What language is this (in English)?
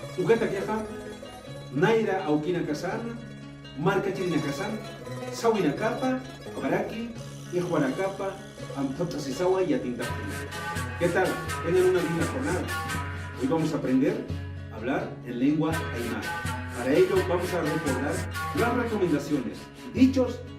Aymara